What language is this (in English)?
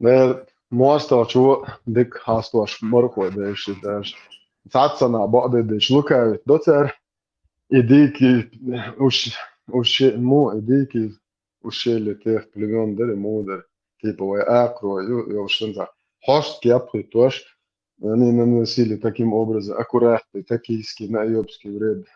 Chechen